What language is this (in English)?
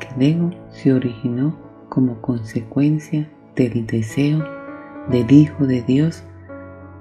Spanish